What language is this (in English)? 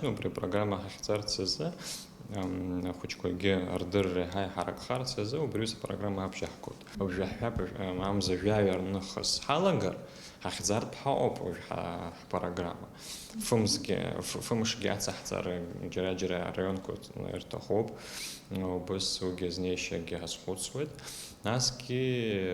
Abkhazian